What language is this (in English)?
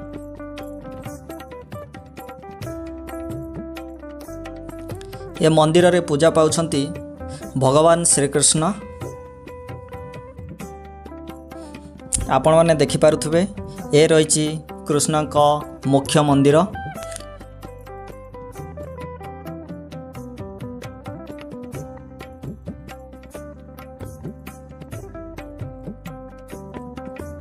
Odia